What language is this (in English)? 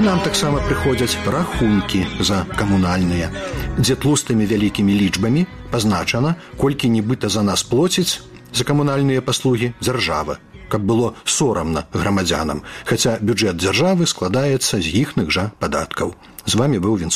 Belarusian